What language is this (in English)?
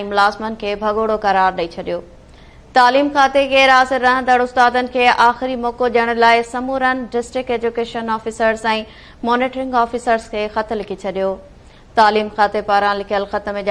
Sindhi